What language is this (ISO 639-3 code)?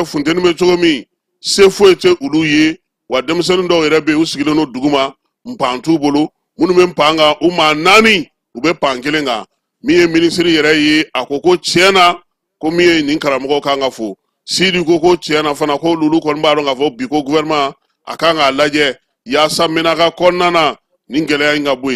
bam